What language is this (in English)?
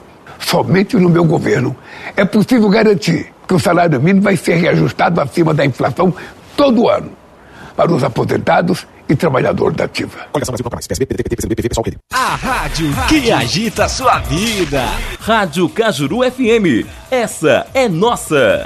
Portuguese